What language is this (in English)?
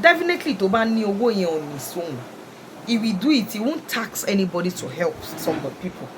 Yoruba